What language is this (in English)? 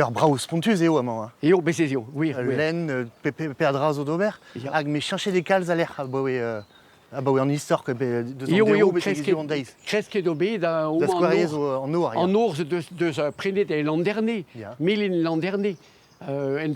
Breton